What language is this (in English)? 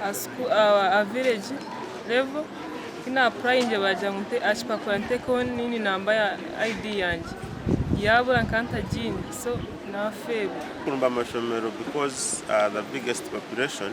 Nyankole